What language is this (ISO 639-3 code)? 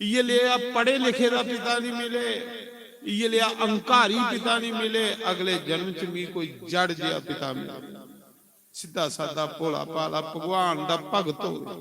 doi